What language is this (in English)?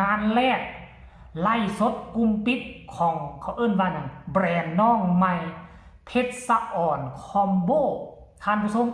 Lao